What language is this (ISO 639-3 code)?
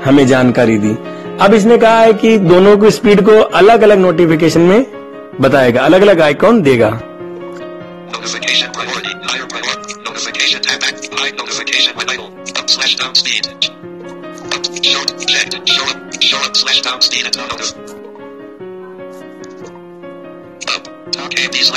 hin